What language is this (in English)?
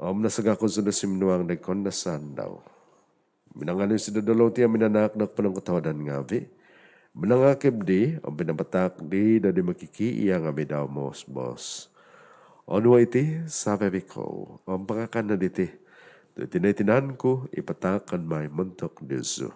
Central Dusun